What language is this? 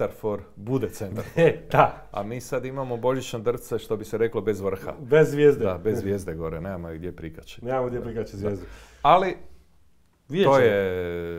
Croatian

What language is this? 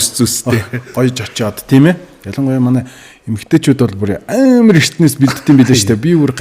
Mongolian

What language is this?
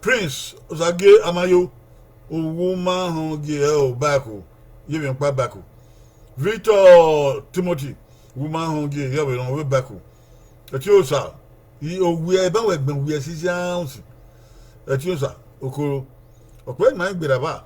Bini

